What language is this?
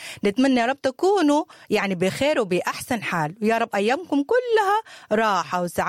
Sudanese Arabic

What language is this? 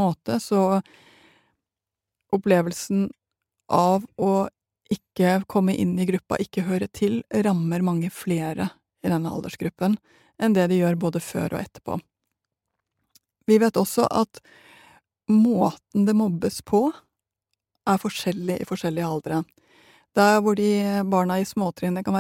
Norwegian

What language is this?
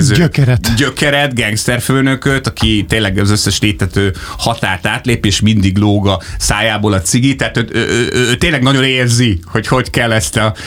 Hungarian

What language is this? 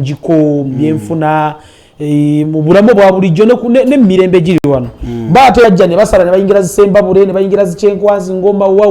Ganda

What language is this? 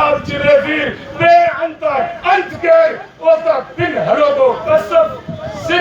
Brahui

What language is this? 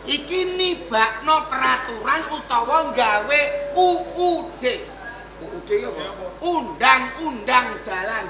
Javanese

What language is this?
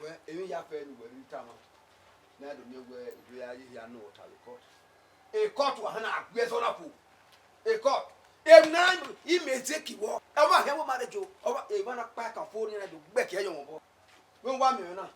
Bini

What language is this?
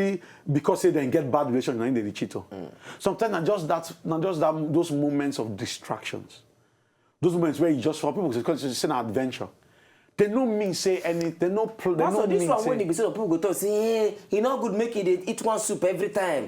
Nigerian Pidgin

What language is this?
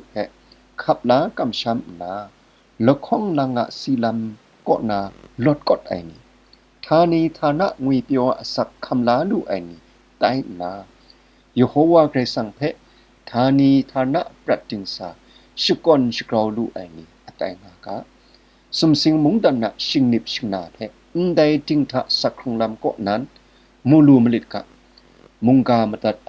Kachin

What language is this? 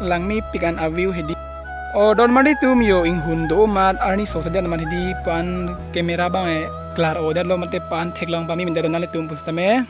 Karbi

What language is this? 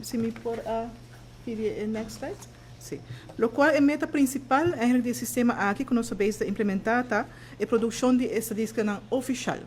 Papiamento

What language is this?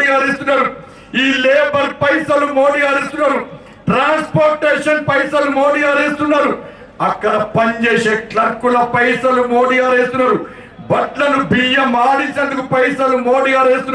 Telugu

